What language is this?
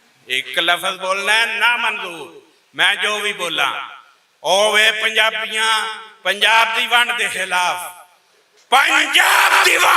Western Panjabi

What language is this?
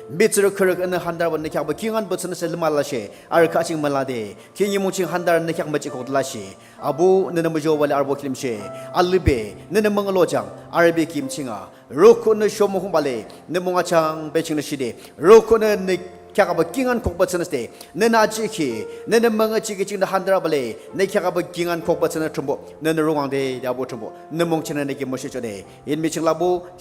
Naga Pidgin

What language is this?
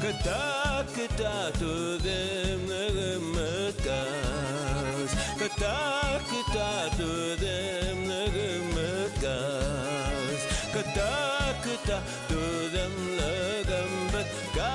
Bashkir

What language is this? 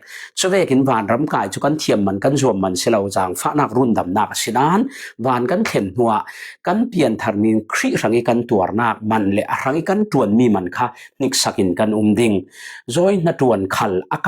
Falam Chin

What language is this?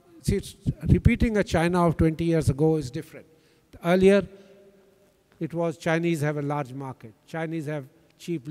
English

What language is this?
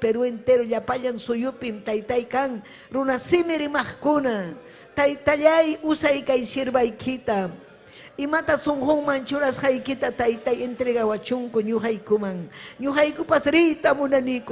Ayacucho Quechua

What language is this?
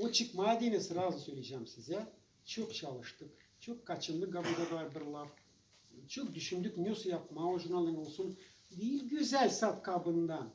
Gagauz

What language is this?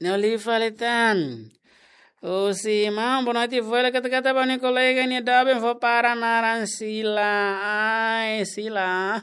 Tetum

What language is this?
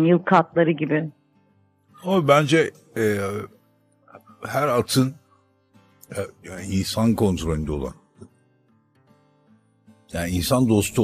Turkish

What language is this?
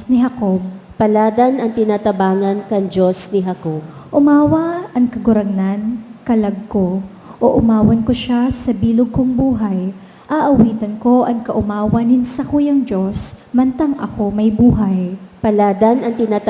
Bikol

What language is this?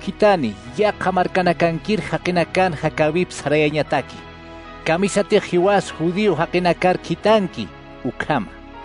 Aymara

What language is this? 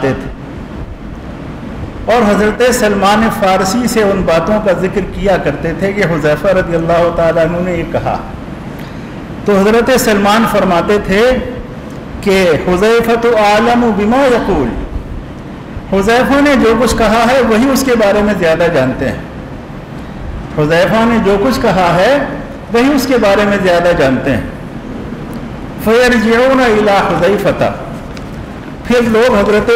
Urdu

